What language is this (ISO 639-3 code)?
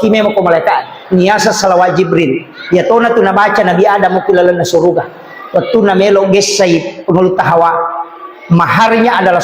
bug